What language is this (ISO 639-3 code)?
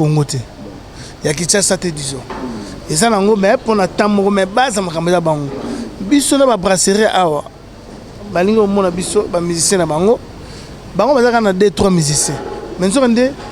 lin